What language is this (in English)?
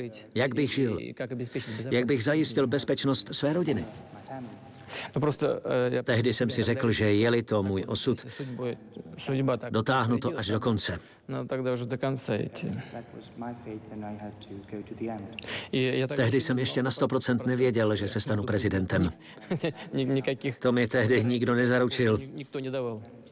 Czech